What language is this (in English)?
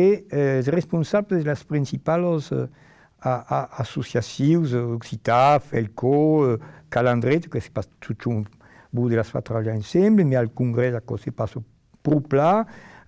Occitan